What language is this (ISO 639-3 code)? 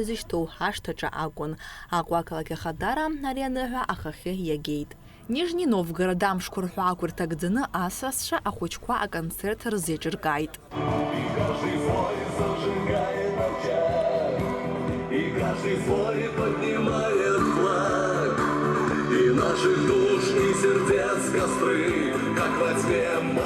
abk